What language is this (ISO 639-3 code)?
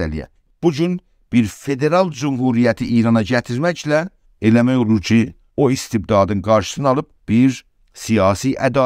azb